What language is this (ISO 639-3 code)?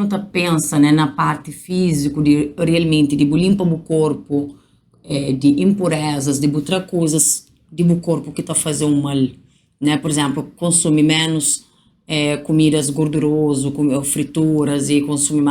kea